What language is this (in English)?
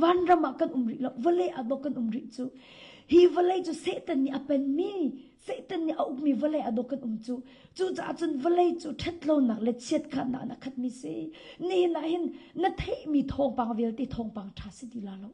Hakha Chin